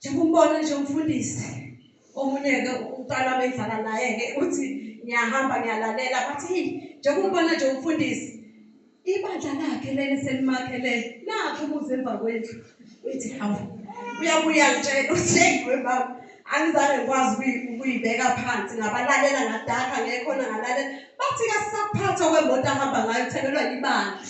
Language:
Zulu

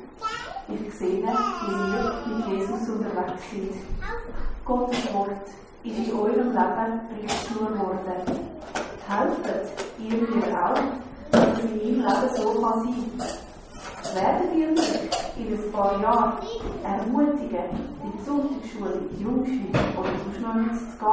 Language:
Swiss German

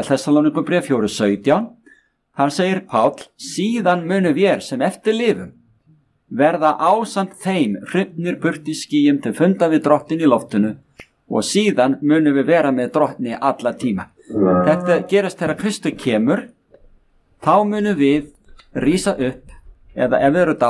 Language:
Icelandic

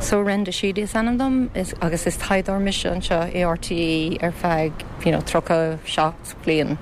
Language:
Irish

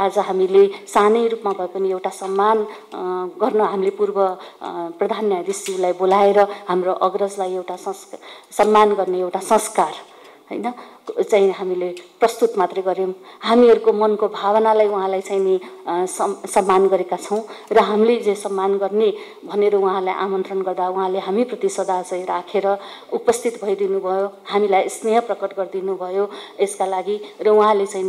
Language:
Nepali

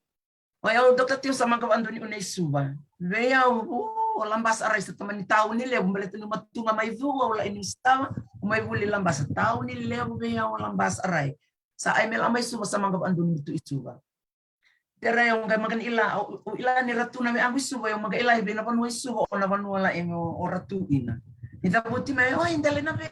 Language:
Fijian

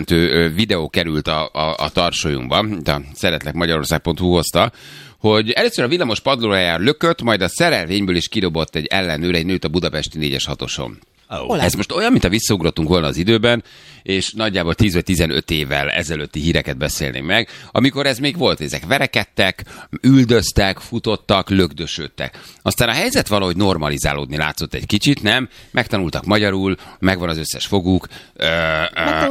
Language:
Hungarian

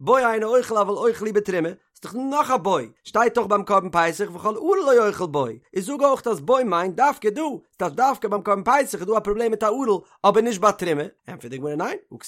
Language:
Yiddish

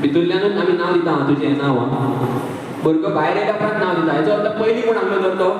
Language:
Konkani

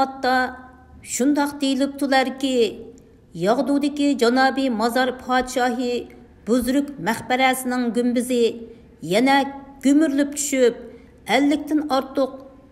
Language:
Uyghur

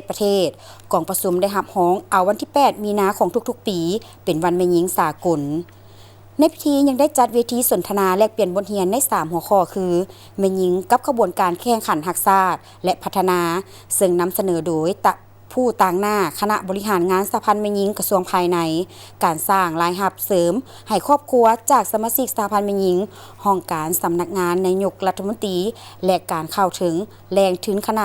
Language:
Lao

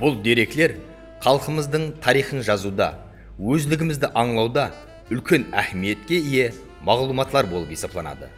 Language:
Kara-Kalpak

